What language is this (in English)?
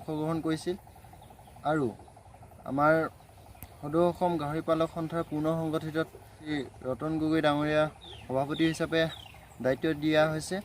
Assamese